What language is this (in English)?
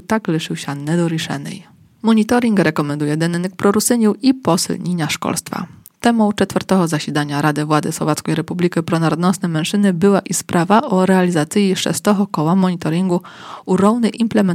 Rusyn